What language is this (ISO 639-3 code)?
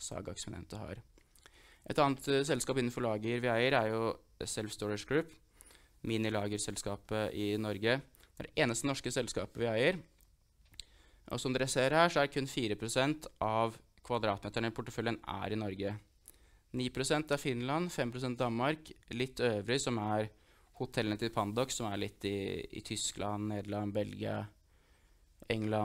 nor